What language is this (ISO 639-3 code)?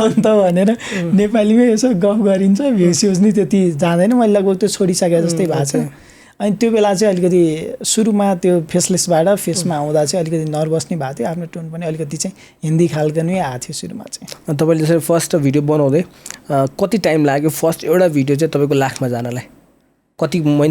nep